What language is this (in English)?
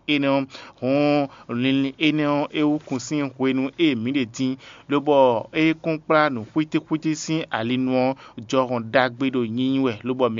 Fon